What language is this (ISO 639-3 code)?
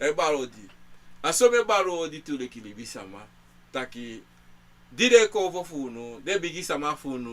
srn